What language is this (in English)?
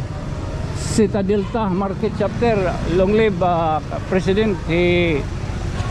Waray